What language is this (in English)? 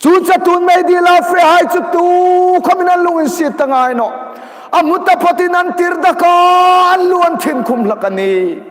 Hmar